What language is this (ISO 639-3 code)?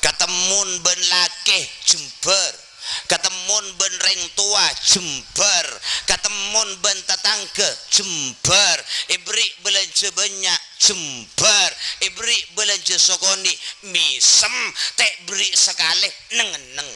mad